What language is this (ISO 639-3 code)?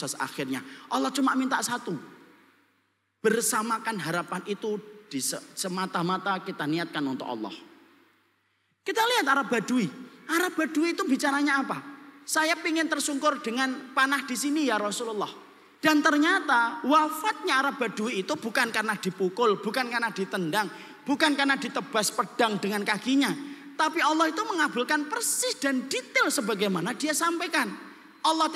ind